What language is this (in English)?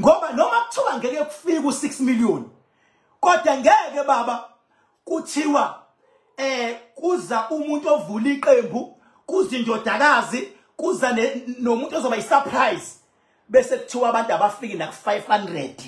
Zulu